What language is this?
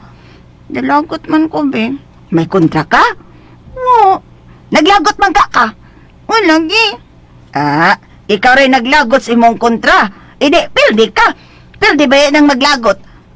Cebuano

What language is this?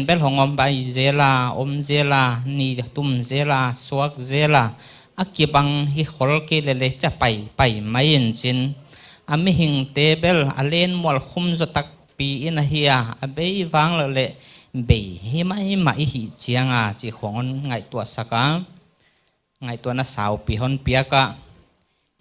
Paite Chin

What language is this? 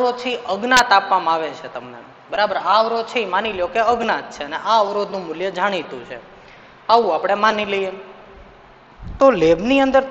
Gujarati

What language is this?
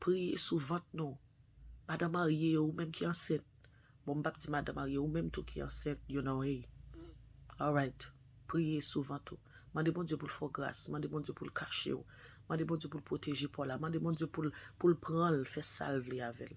Haitian Creole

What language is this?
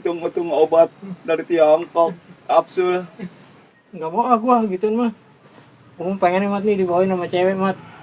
Betawi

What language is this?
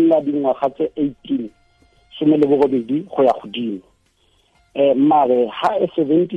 Tswana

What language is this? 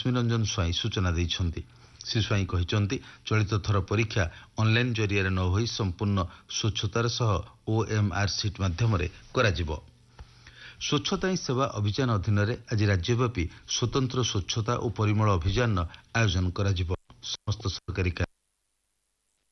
Odia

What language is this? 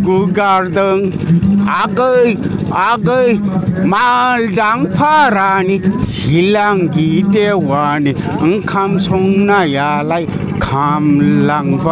Bodo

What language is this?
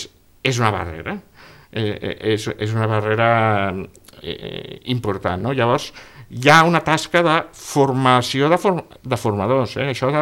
Catalan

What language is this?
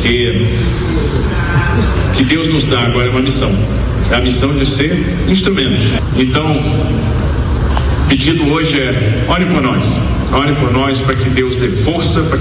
Portuguese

